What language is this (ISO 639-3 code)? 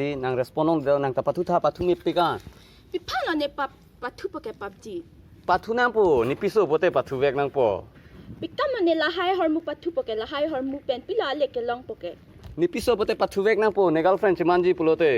mjw